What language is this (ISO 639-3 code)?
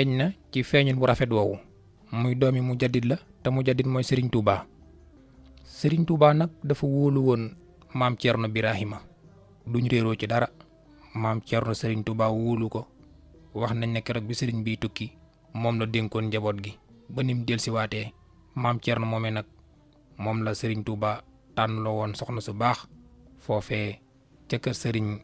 wol